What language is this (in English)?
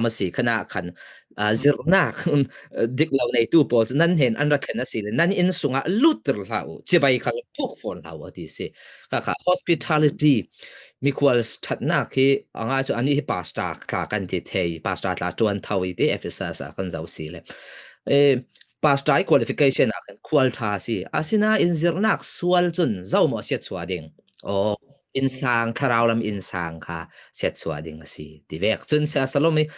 Falam Chin